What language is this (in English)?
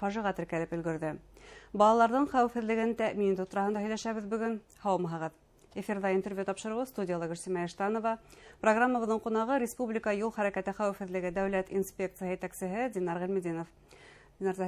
Bashkir